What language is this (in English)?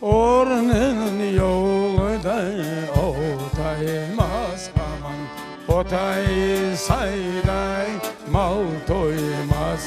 Crimean Tatar